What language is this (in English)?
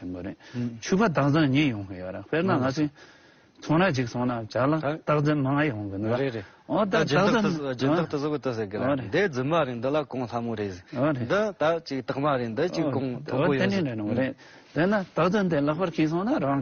Tibetan